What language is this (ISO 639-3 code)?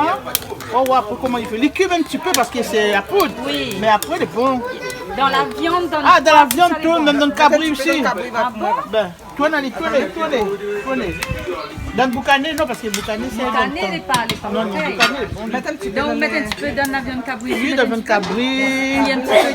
rcf